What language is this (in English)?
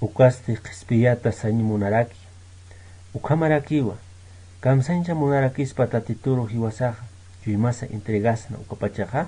Aymara